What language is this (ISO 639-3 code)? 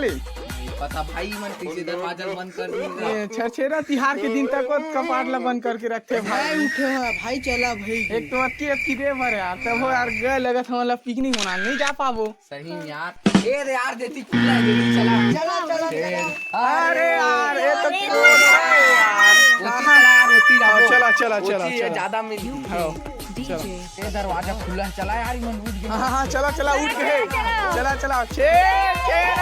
hne